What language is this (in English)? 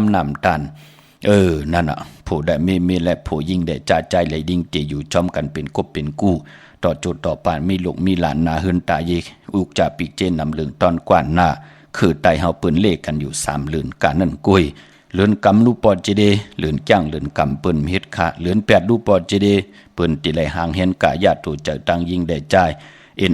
Shan